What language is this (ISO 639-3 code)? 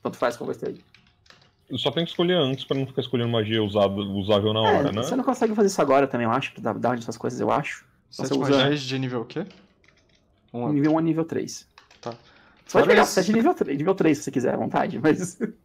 por